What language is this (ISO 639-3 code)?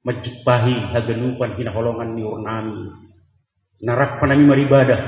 bts